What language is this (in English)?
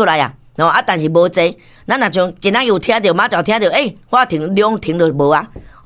Min Nan Chinese